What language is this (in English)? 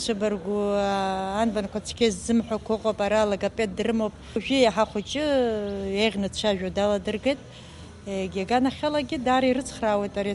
Abkhazian